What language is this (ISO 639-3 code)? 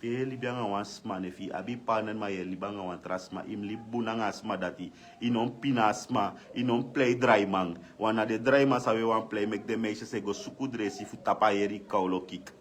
srn